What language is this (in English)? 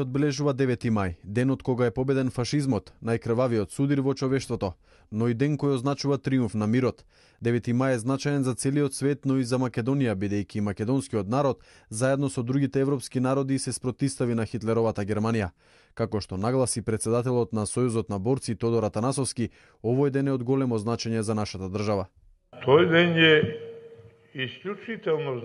Macedonian